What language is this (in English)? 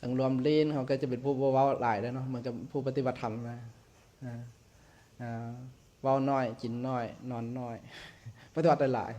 Lao